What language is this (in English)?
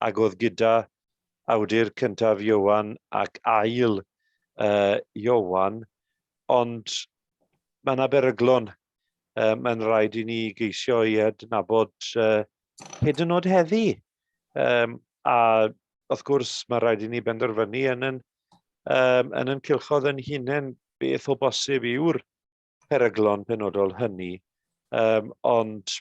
Welsh